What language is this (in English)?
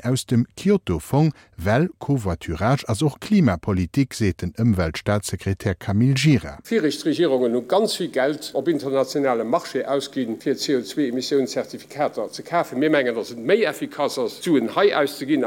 Luxembourgish